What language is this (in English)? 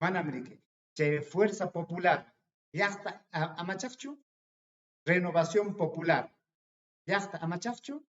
Ayacucho Quechua